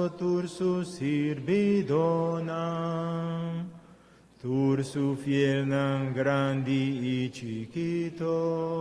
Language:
Papiamento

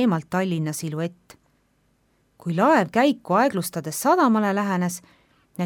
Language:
Estonian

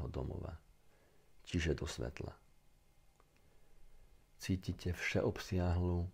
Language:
Slovak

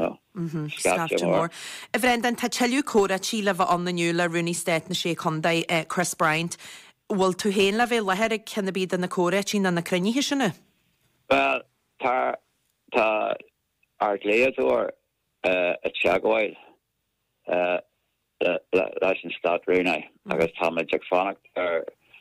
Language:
Irish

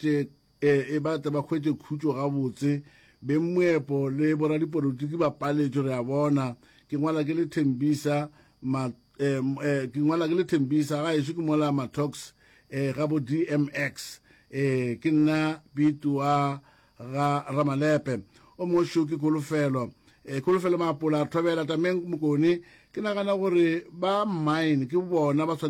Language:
Northern Sotho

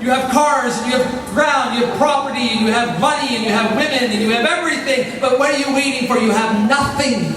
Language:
Tok Pisin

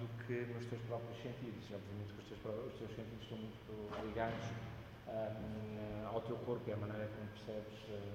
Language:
Portuguese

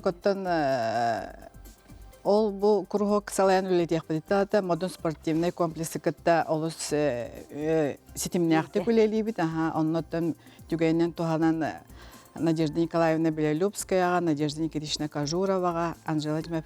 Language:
Yakut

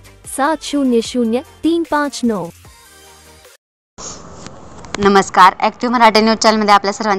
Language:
Marathi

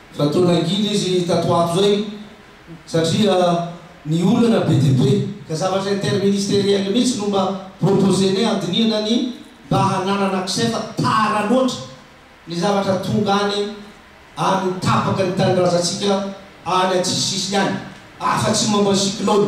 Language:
Malagasy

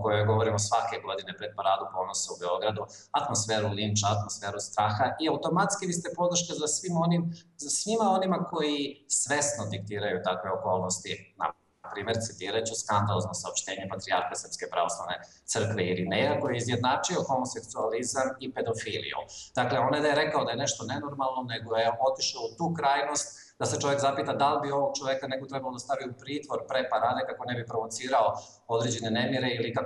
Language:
Bosnian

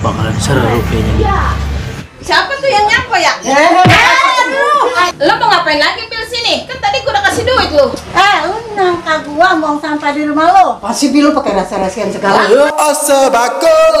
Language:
Betawi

